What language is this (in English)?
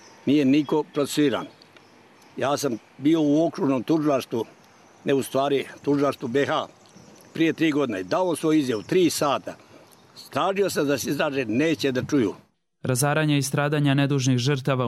Croatian